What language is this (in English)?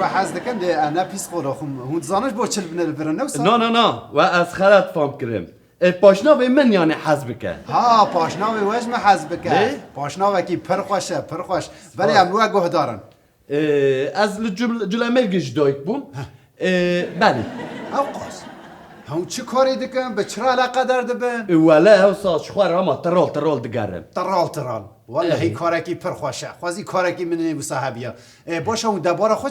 Kurdish